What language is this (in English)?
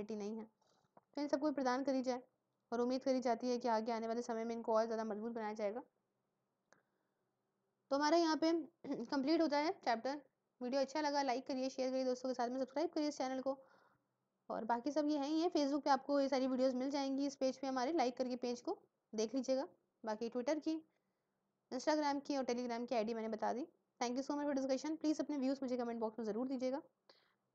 Hindi